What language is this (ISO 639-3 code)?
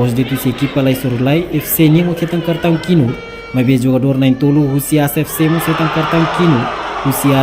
tet